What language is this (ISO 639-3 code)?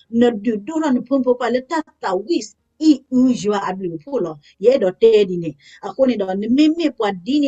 ksw